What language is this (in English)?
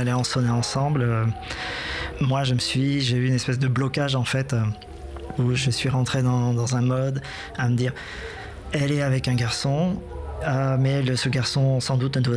French